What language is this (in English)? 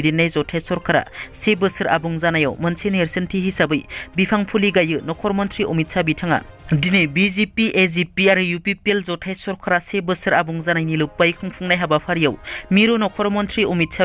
Bodo